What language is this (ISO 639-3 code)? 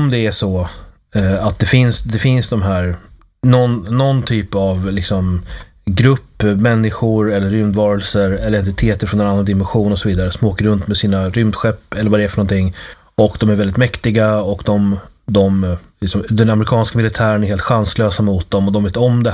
swe